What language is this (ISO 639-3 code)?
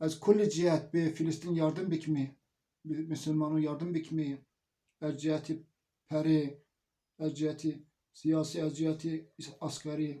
zza